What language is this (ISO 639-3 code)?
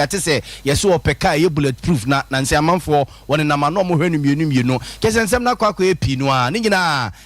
aka